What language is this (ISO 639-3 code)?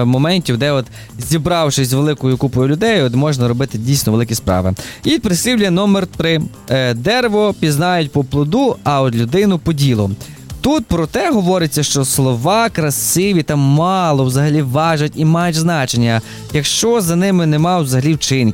ukr